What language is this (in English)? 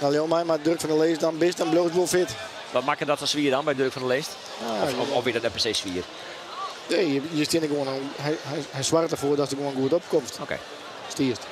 Western Frisian